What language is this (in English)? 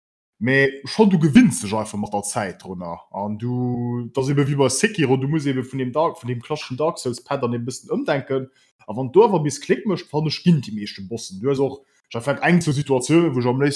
Luxembourgish